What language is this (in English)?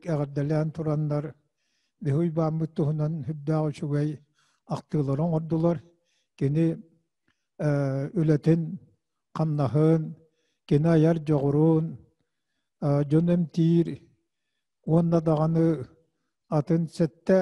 Yakut